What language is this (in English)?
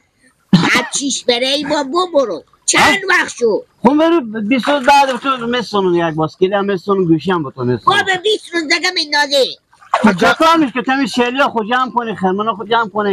Persian